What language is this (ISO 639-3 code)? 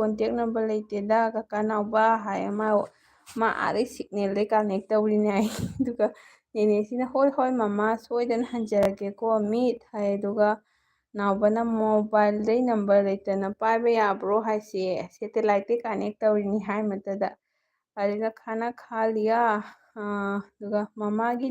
mni